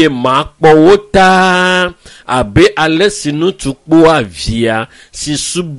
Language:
Ewe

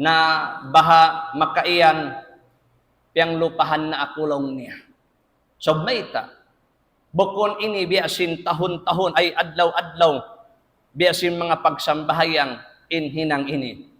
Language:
Tausug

